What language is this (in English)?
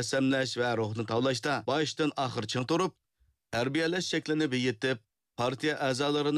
Uyghur